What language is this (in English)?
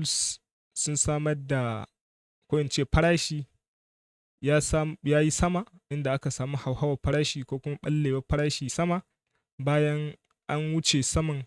Hausa